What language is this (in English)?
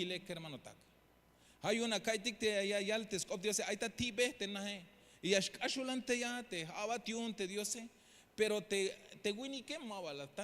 Tzeltal